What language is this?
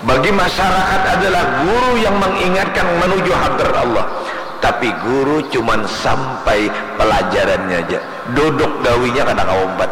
Banjar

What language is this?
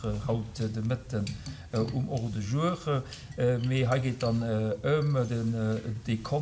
Luxembourgish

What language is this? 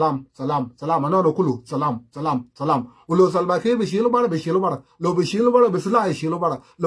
Sudanese Creole Arabic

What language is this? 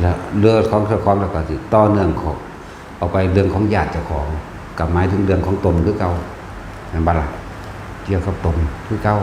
Northeastern Thai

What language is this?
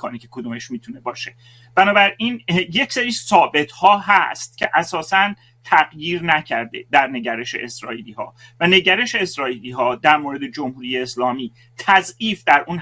Persian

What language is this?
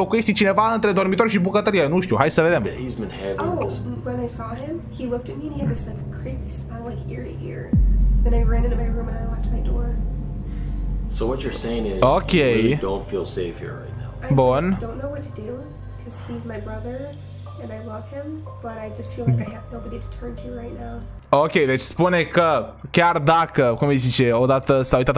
Romanian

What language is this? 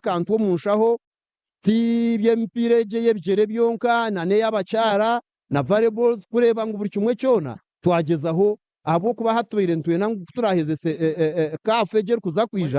Nyankole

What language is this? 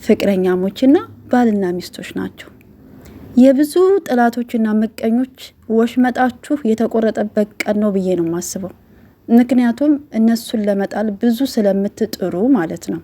Amharic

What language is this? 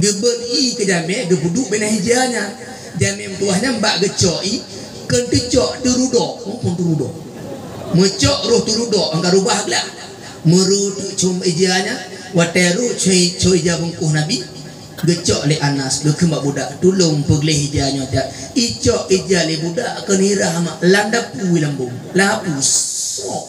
Achinese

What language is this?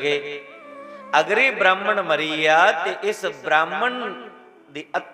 Dogri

